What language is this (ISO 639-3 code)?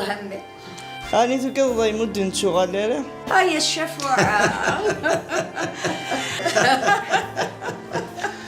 kab